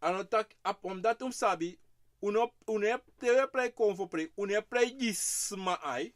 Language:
Sranan Tongo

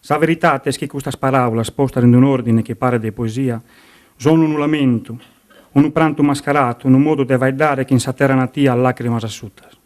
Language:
Sardinian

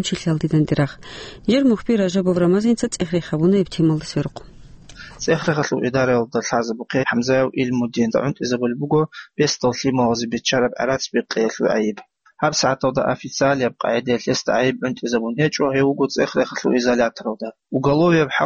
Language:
Avaric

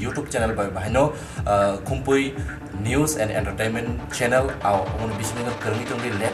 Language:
Kok Borok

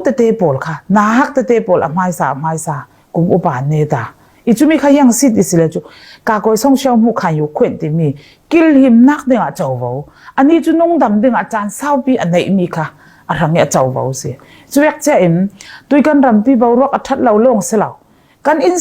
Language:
Falam Chin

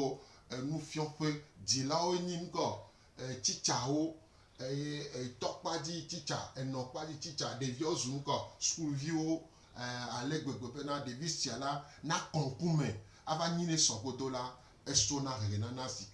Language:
Gen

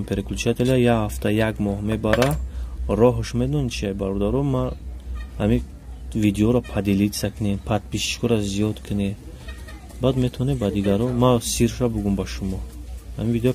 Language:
Tajik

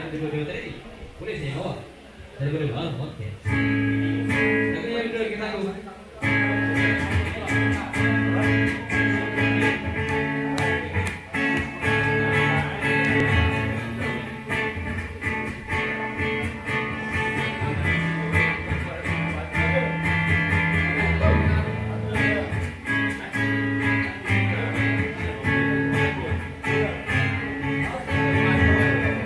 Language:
Malay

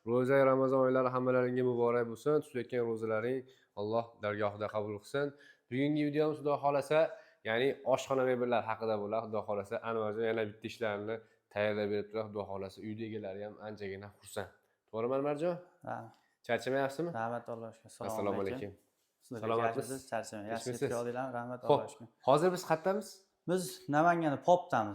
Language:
Uzbek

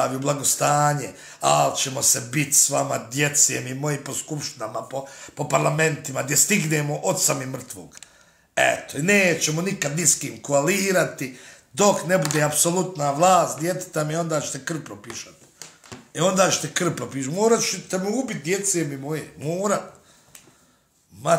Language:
Bosnian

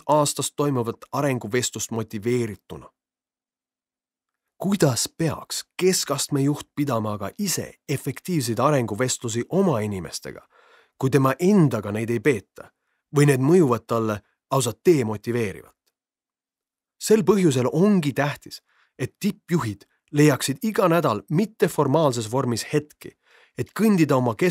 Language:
Estonian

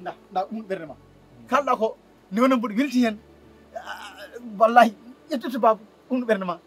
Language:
Fula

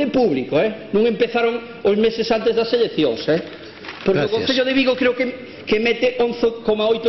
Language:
Galician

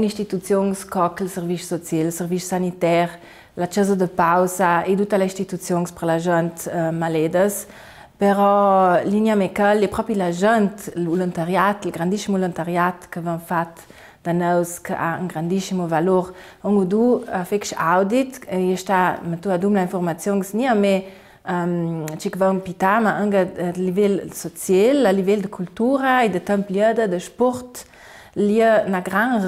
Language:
Ladin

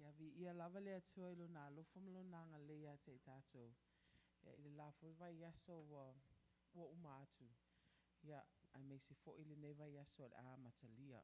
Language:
Samoan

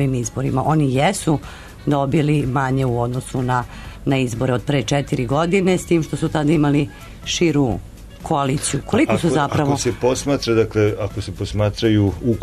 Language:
Serbian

